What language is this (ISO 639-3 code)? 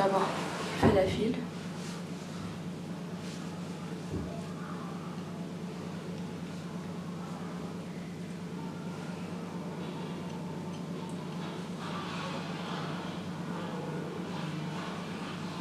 ary